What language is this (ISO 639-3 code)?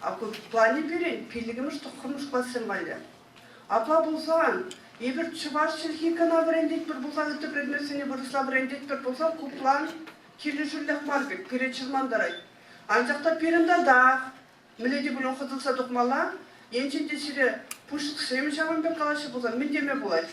chv